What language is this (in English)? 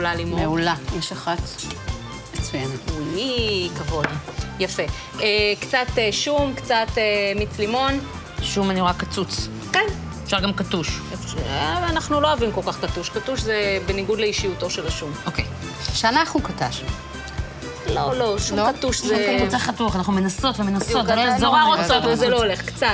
Hebrew